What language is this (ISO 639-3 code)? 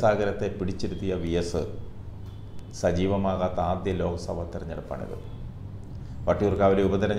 mal